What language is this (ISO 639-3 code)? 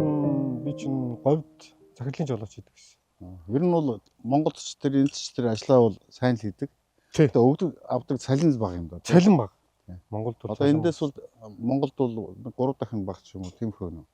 mon